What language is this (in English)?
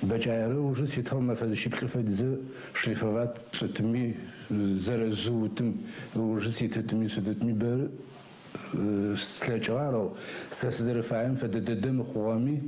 Adyghe